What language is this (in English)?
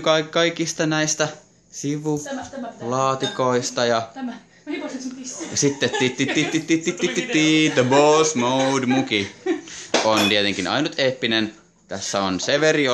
Finnish